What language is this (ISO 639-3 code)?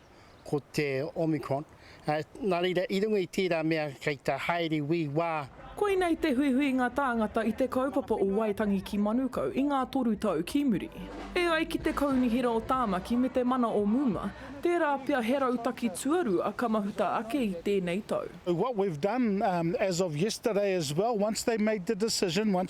mri